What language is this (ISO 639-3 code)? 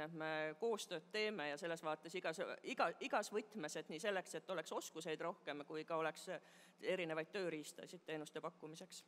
est